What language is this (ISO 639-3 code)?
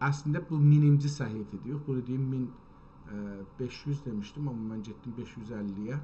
azb